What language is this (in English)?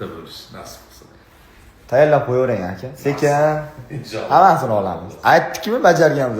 Uzbek